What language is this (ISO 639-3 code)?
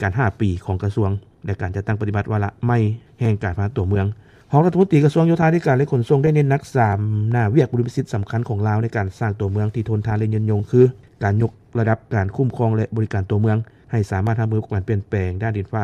lao